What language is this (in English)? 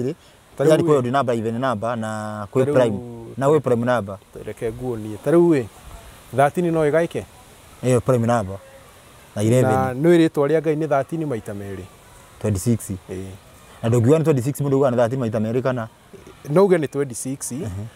Kikuyu